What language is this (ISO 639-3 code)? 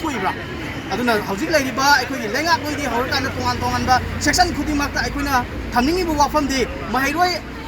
mni